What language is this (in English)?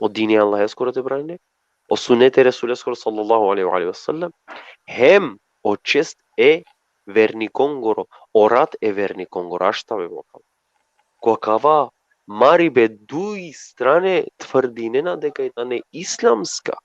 Balkan Romani